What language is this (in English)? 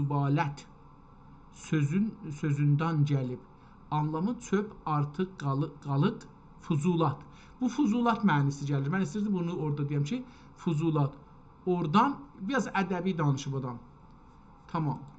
South Azerbaijani